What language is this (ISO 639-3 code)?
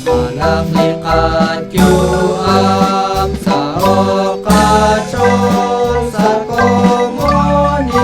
kek